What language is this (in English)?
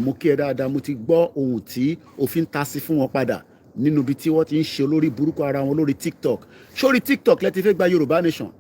Yoruba